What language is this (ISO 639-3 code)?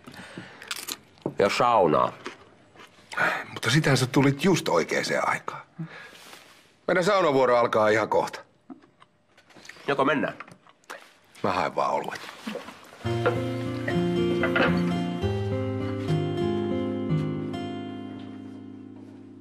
fin